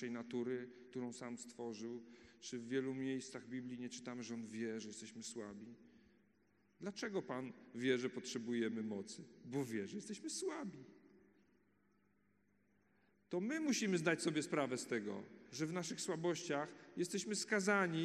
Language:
Polish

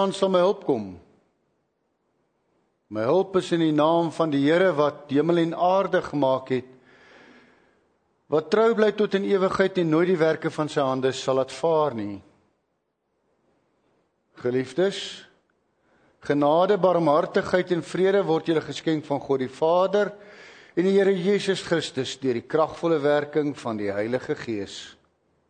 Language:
Afrikaans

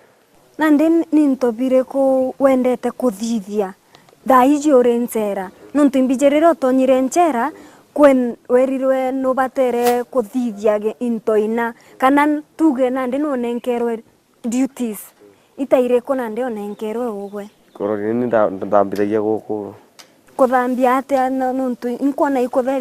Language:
Meru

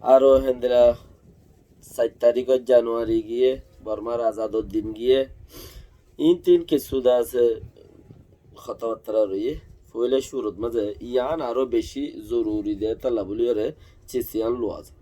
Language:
Rohingya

